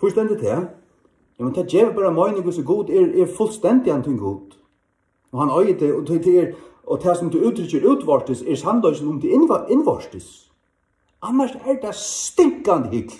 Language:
Faroese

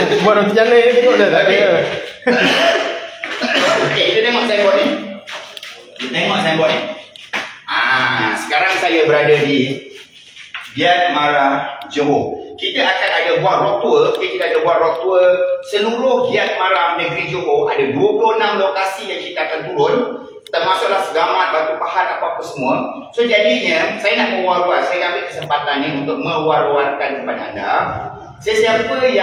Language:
Malay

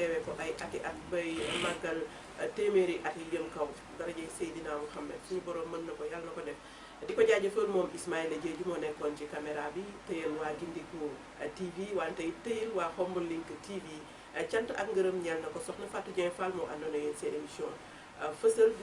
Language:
Wolof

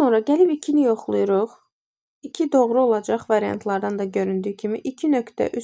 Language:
Azerbaijani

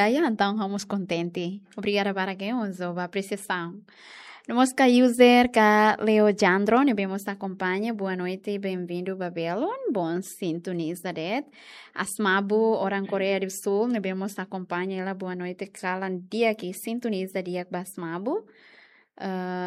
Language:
Tetum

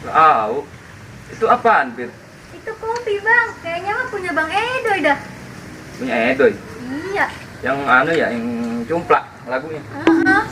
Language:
Betawi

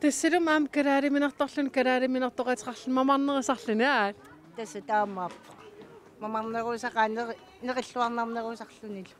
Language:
Kalaallisut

